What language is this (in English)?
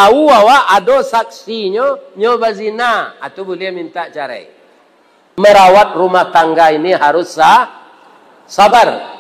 Minangkabau